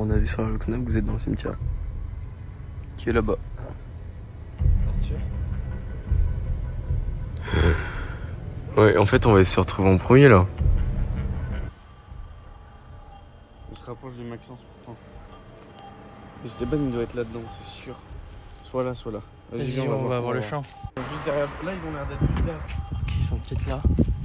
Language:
French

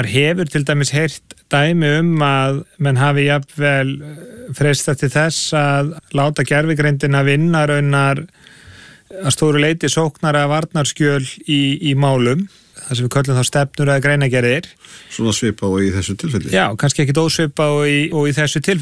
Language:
Icelandic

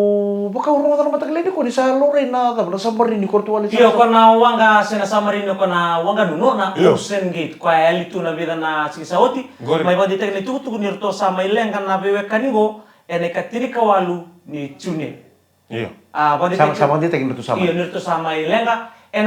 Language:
Fijian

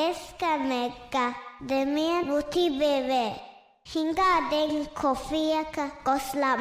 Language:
Divehi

